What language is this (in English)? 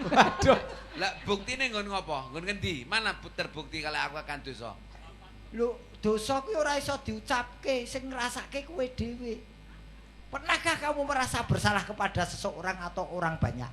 Javanese